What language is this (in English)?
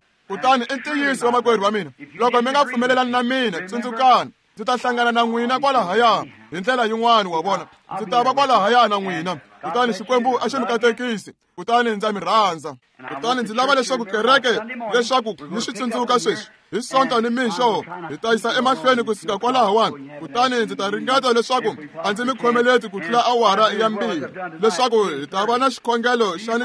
Tsonga